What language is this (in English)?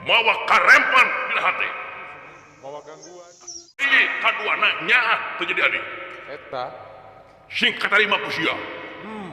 Sundanese